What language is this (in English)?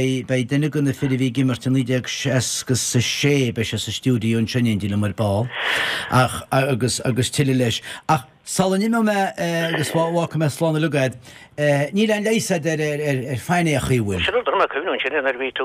Irish